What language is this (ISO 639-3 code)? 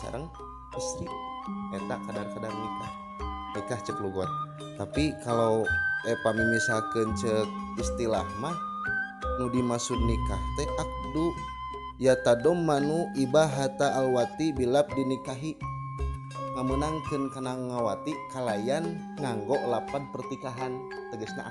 sun